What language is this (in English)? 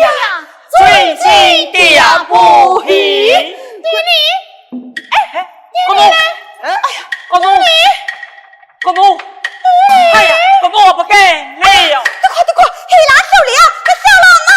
Pu-Xian Chinese